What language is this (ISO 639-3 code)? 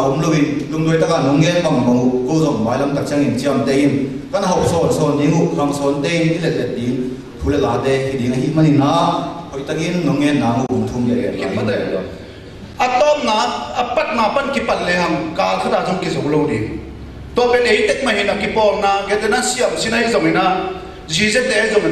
ctd